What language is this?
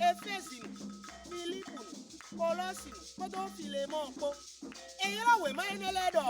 Fon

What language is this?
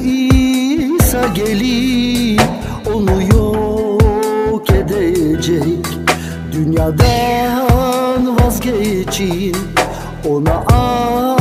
Turkish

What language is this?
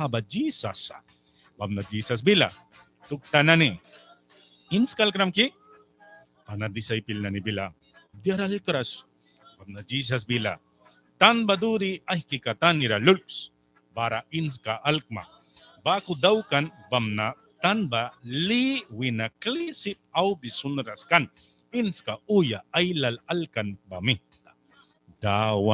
Mískito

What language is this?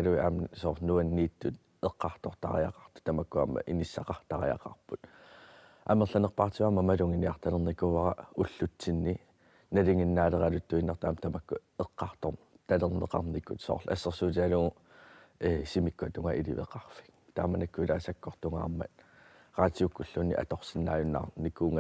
Kalaallisut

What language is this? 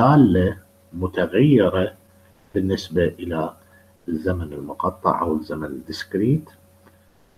Arabic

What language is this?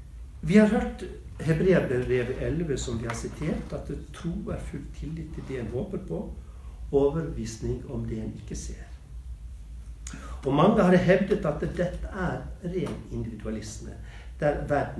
Norwegian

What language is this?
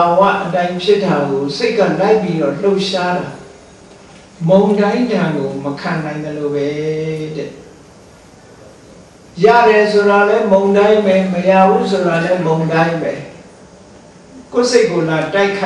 Burmese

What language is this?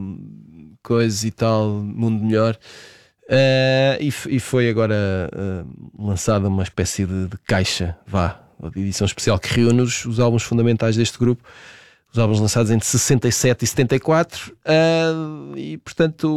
Portuguese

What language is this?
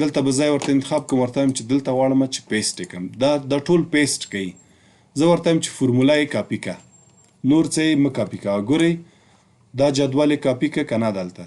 Pashto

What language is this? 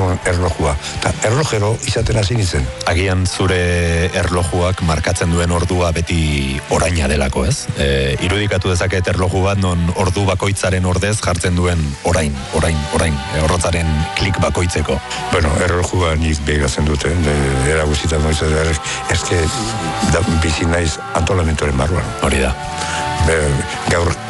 Basque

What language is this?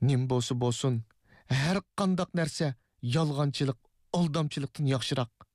Uyghur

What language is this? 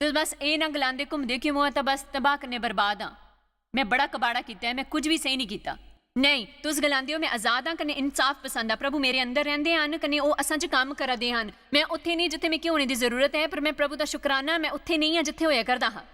Dogri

